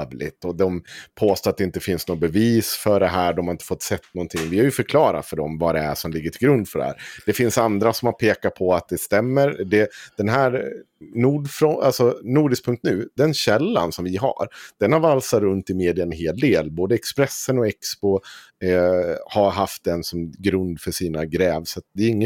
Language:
Swedish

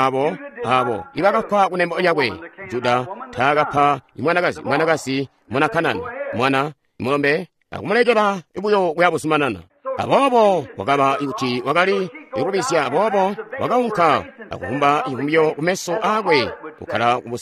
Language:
Tonga (Zambia)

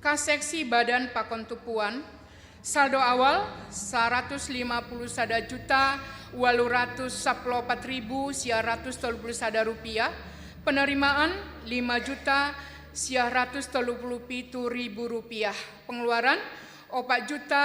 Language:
Batak Simalungun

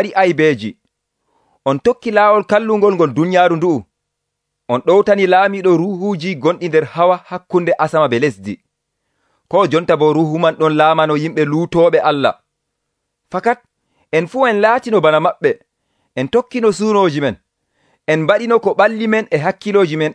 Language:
Nigerian Fulfulde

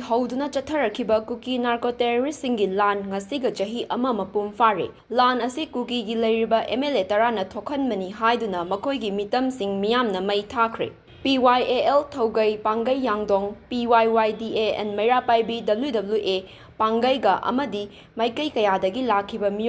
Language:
Manipuri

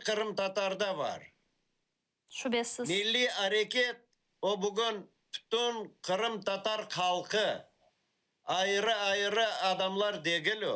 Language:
Crimean Tatar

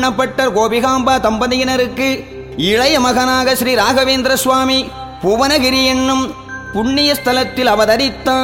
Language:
Tamil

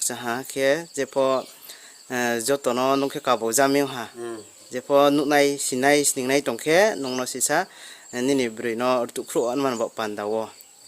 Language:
Riang (India)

